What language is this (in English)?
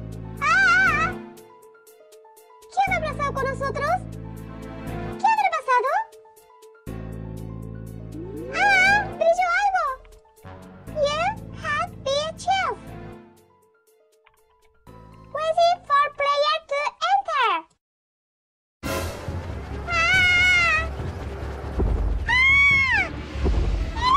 Spanish